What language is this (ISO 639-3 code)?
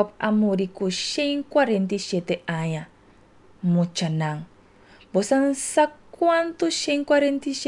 pap